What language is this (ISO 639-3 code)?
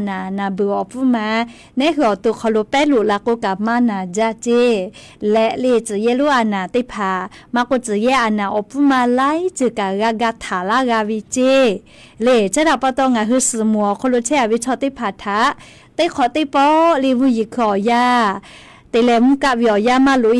lhu